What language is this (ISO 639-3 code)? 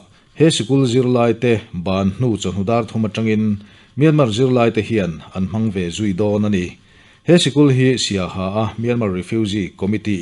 lus